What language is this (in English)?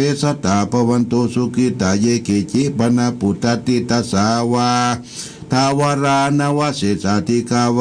Pali